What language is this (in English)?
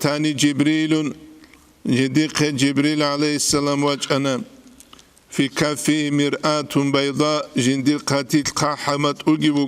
Avaric